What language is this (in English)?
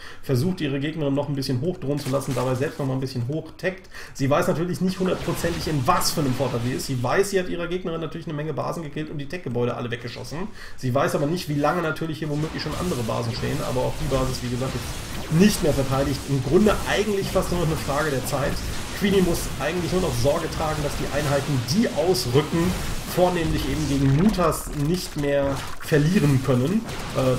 German